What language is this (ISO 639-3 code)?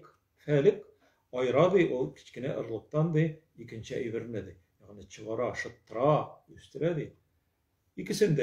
tat